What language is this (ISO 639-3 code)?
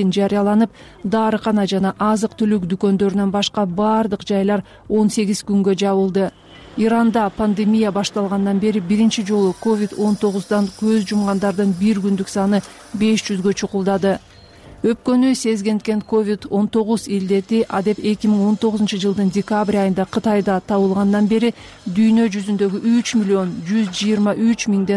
kir